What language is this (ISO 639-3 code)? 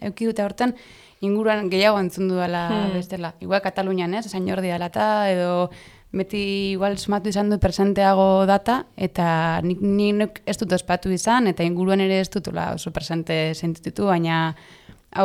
eus